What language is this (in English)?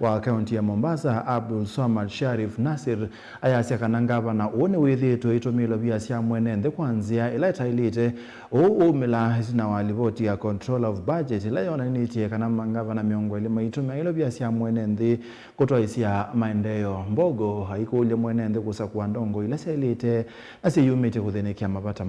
Kamba